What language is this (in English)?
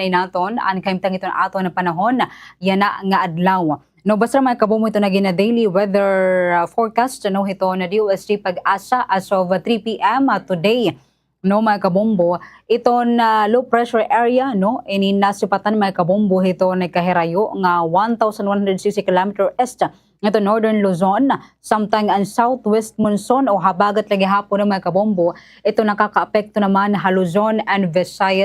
Waray